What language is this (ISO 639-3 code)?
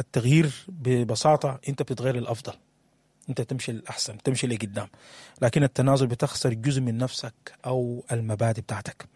apd